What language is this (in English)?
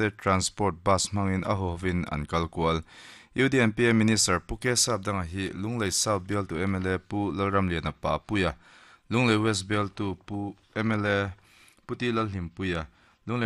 Mizo